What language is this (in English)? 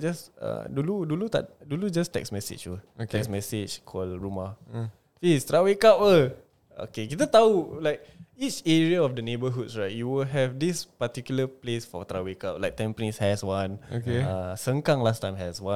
Malay